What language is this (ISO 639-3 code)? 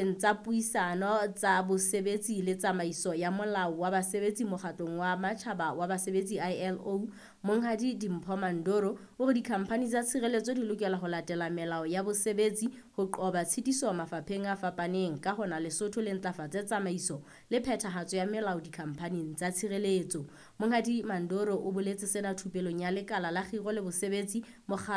sot